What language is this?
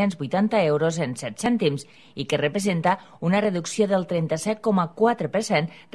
Catalan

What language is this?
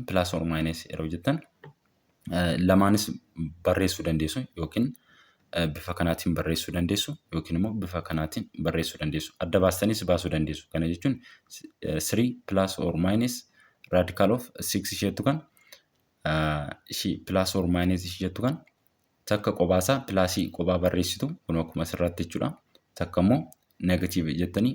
Oromo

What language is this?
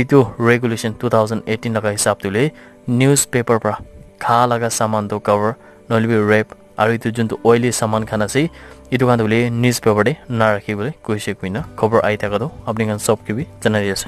Naga Pidgin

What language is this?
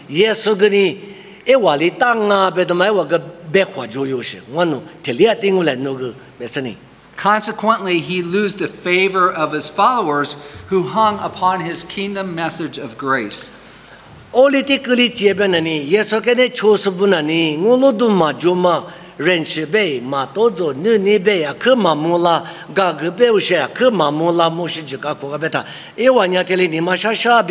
Lisu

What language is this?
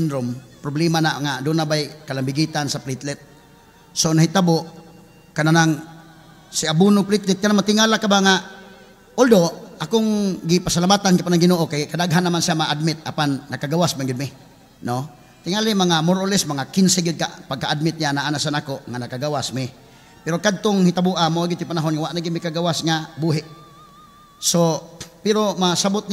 Cebuano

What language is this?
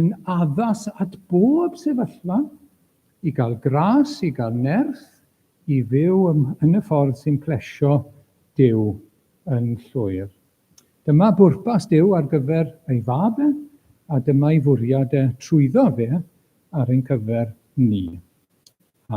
Welsh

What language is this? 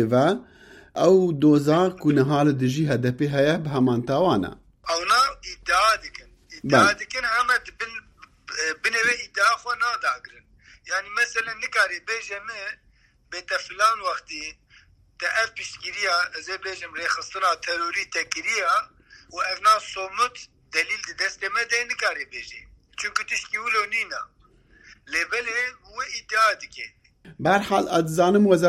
Kurdish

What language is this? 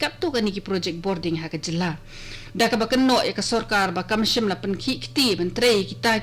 Khasi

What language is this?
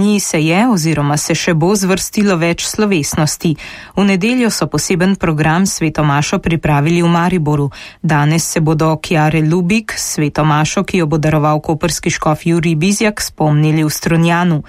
Slovenian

